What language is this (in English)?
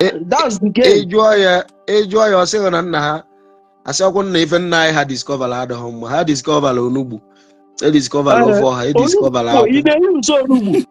Igbo